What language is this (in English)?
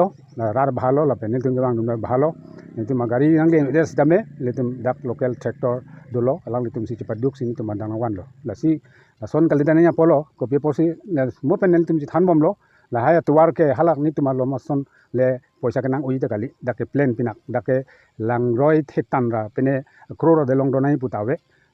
Karbi